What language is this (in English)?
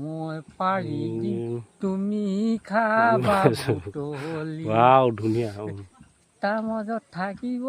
Assamese